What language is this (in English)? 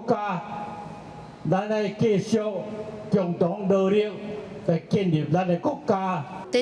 Min Nan Chinese